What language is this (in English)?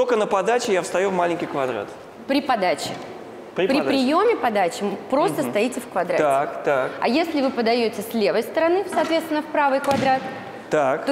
Russian